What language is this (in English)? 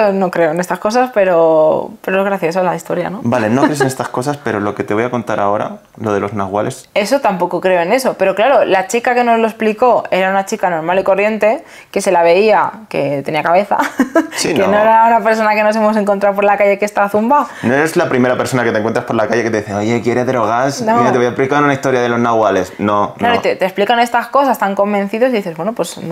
Spanish